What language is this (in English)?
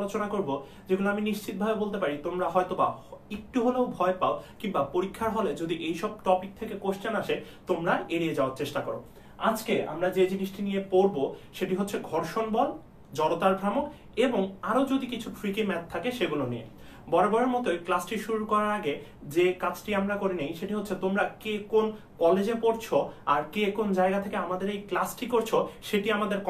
Bangla